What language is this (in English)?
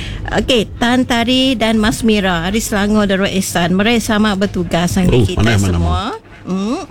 Iban